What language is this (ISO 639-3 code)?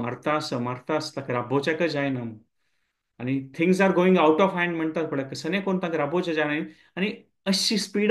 kok